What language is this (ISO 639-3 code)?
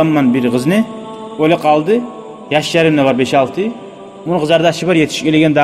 kum